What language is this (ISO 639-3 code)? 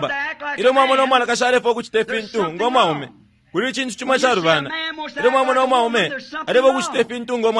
bem